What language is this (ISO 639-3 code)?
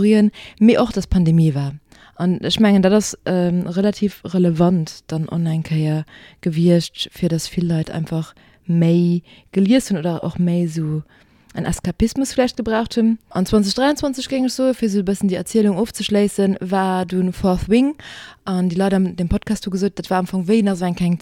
ltz